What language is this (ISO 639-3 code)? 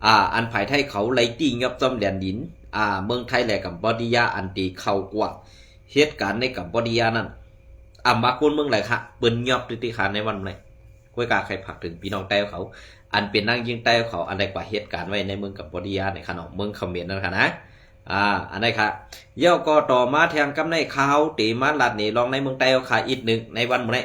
shn